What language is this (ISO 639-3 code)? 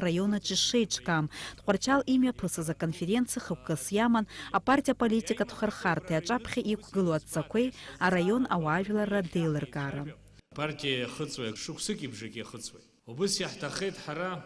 abk